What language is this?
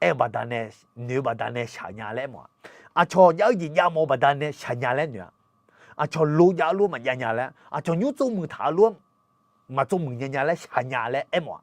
Akha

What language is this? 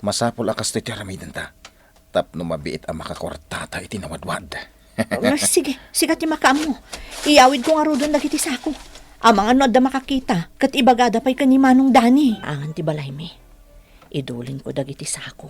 Iloko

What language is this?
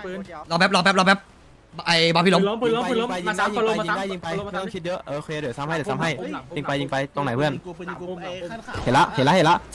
Thai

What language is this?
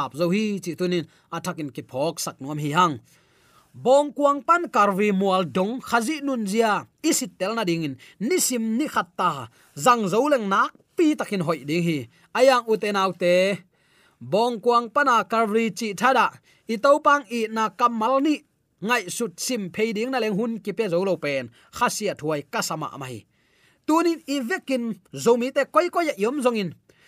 Tedim Chin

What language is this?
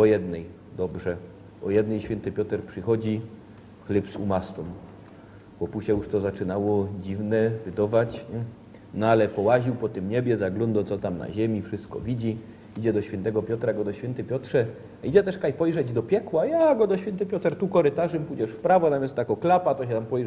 Silesian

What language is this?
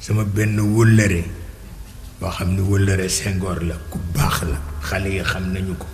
Wolof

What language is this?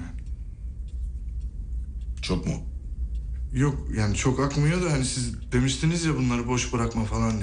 Turkish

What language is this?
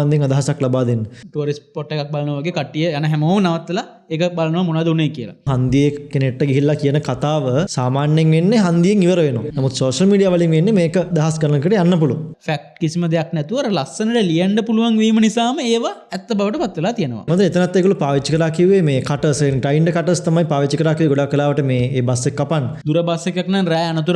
Sinhala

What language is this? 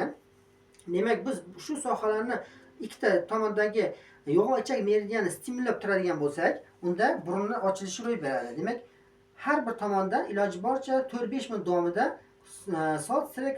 Uzbek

